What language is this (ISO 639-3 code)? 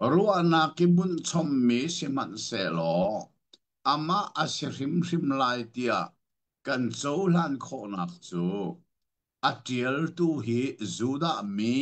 cnh